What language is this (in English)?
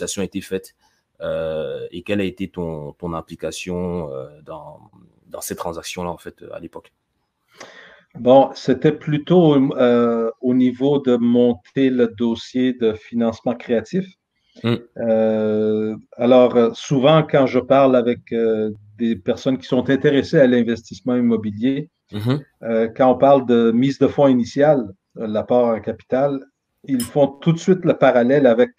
French